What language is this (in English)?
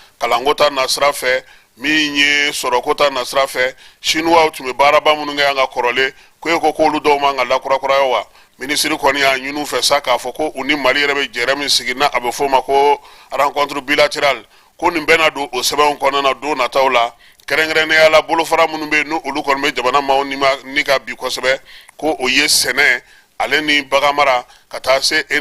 Bambara